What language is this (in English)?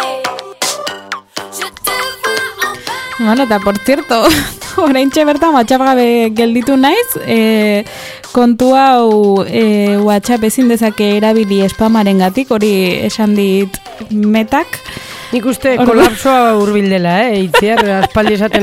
Basque